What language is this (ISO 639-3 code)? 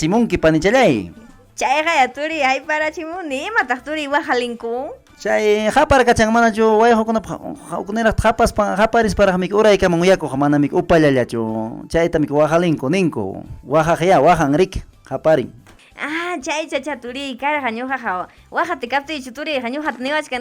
quy